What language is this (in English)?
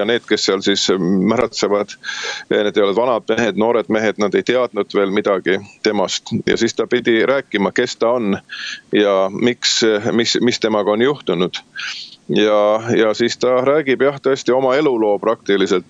Estonian